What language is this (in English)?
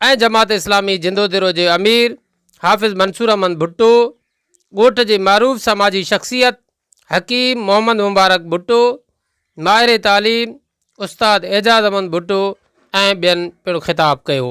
Sindhi